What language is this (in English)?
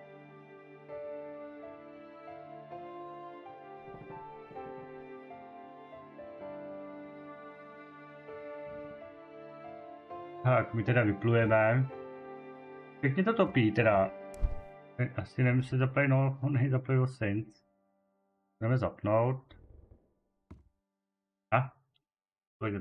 Czech